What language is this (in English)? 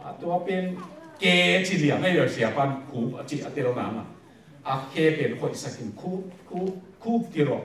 Tedim Chin